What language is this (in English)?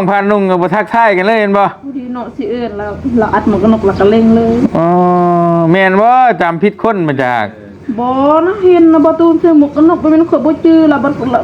Northeastern Thai